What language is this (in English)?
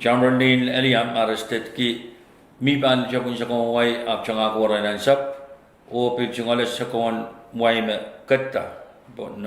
Pohnpeian